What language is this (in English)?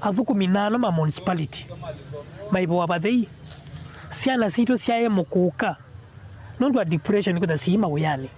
Kamba